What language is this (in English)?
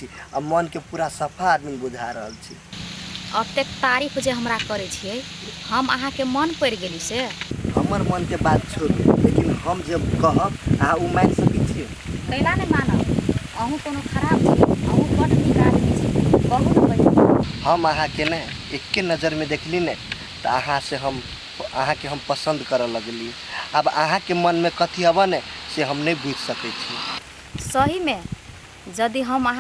Maithili